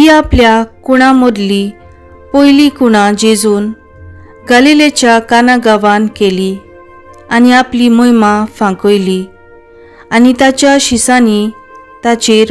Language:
Konkani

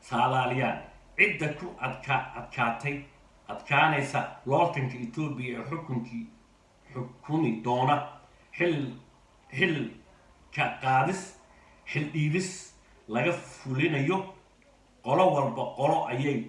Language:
Somali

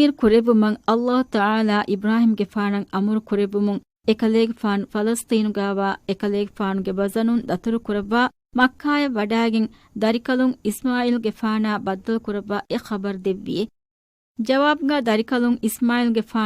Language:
Divehi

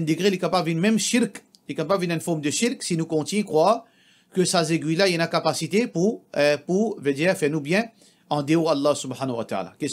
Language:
Morisyen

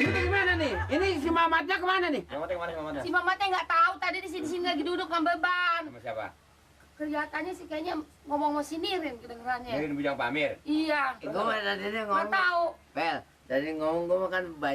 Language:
Betawi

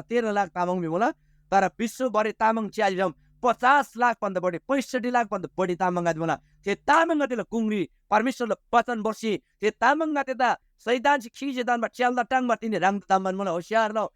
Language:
Eastern Tamang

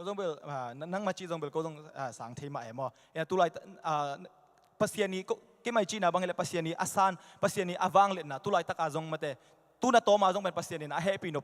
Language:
Tedim Chin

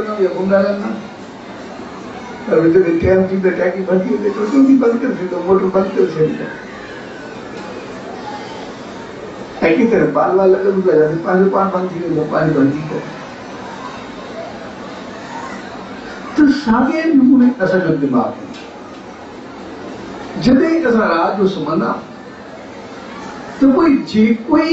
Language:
Sindhi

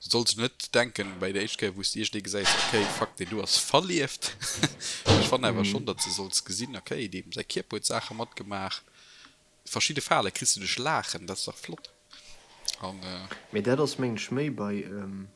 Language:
Luxembourgish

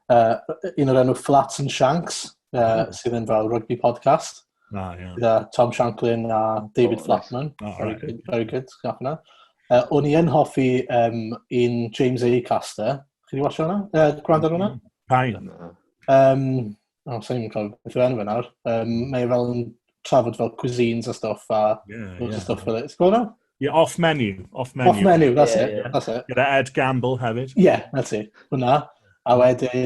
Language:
Welsh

